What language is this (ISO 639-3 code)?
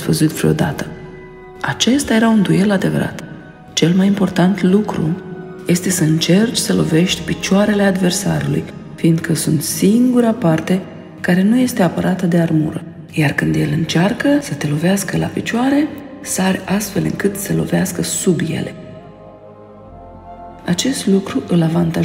ron